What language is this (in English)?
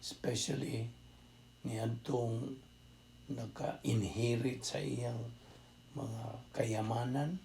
Cebuano